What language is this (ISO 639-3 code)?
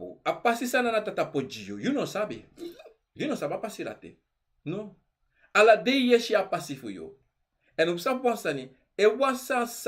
srn